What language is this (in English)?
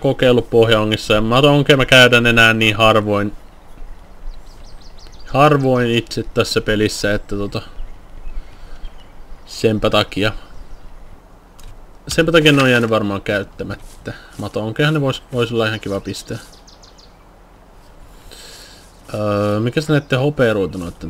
Finnish